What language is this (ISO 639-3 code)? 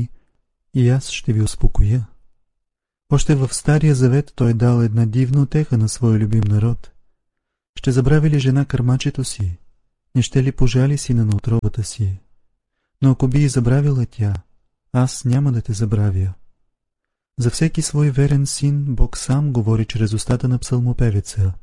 bul